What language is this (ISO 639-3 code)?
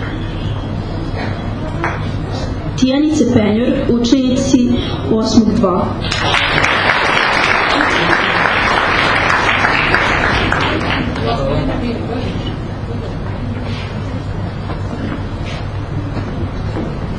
srp